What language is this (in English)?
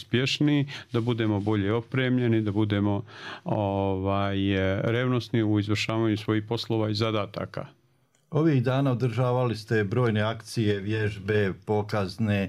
Bosnian